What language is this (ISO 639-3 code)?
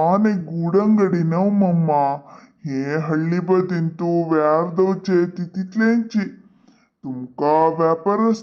kok